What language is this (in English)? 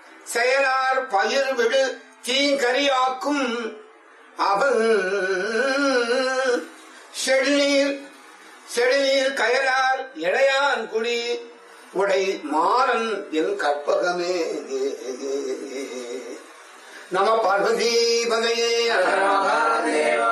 Tamil